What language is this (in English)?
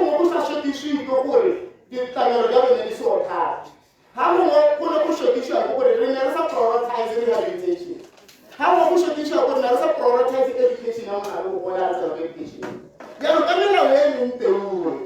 Tswana